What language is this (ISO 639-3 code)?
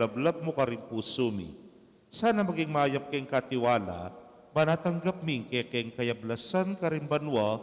pam